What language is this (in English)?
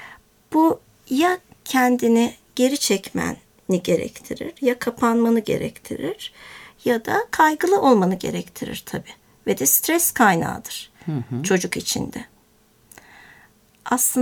Turkish